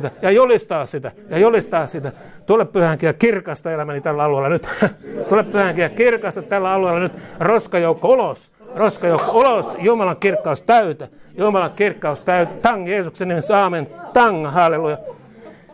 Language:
Finnish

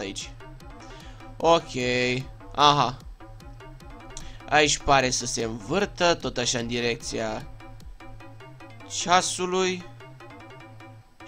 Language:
Romanian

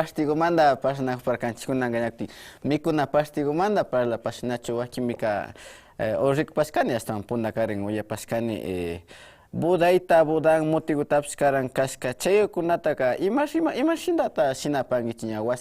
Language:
Imbabura Highland Quichua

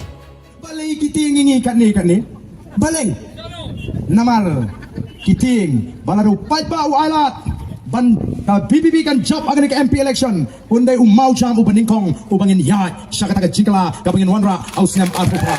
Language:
Khasi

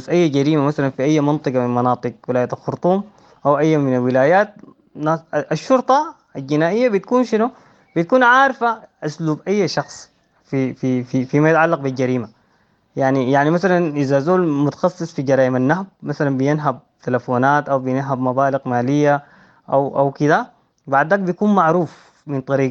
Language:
Sudanese Arabic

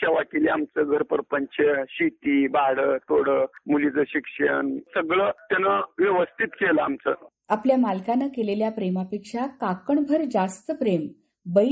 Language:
Marathi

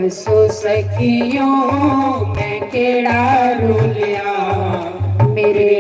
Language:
Dogri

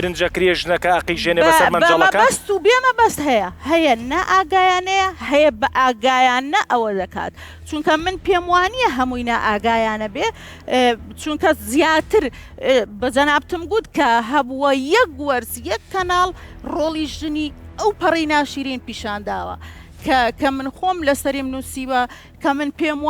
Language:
Central Kurdish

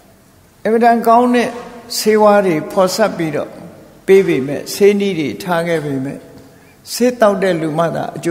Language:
Burmese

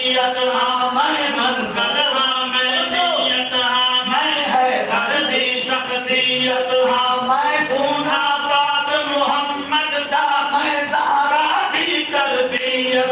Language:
Saraiki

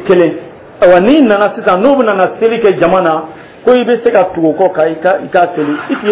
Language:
Dyula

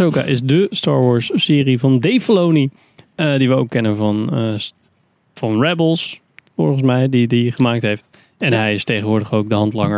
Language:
Dutch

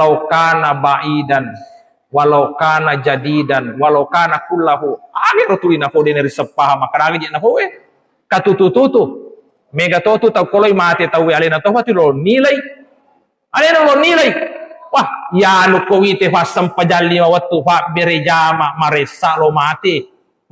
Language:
Buginese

